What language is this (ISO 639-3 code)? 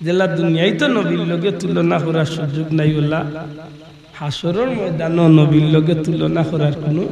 syl